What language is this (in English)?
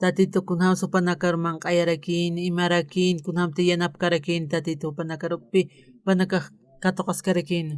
Aymara